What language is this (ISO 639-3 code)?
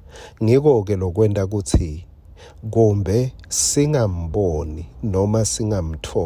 ssw